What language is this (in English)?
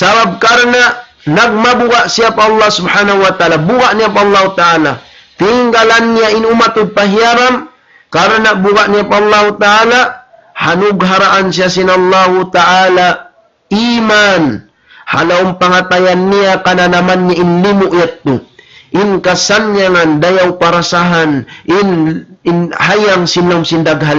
Tausug